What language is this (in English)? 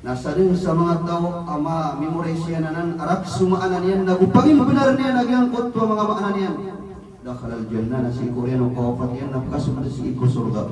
Maranao